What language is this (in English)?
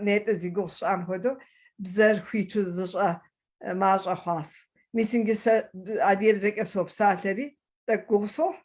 Kabardian